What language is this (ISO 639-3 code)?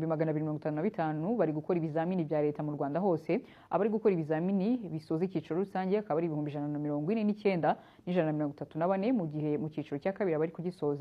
kin